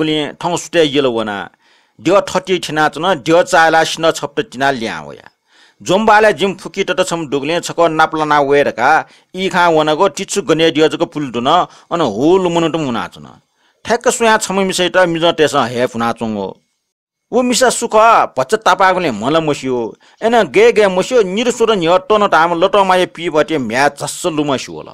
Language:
Newari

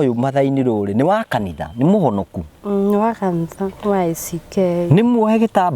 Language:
Kikuyu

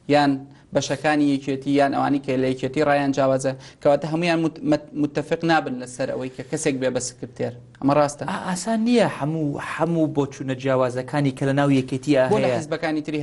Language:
Central Kurdish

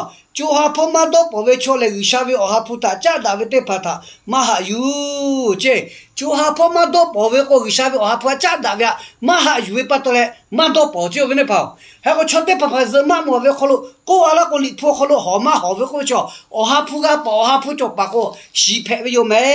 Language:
Lahu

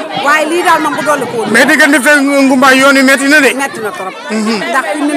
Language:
Wolof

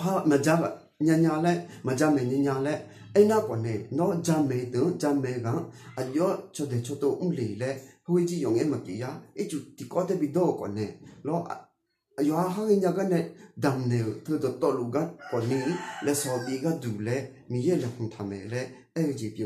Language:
Akha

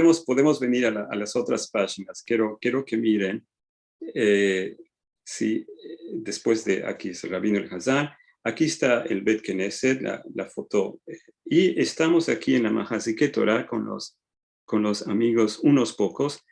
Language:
Ladino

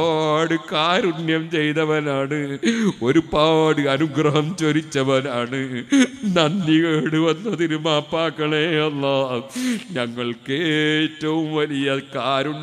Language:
Malayalam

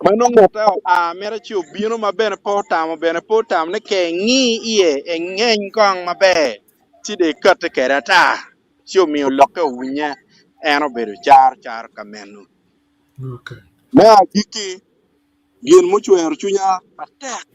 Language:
Acoli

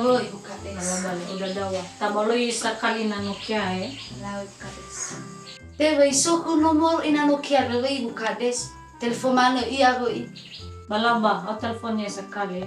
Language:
Nias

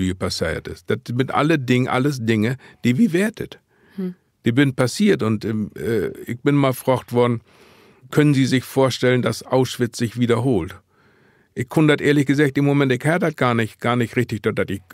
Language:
Low German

